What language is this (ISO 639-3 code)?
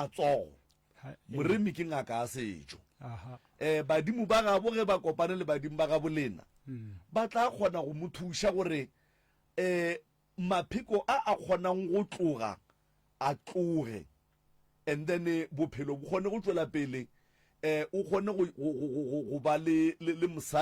nso